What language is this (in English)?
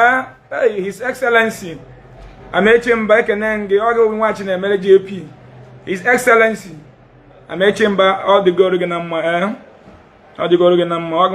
Igbo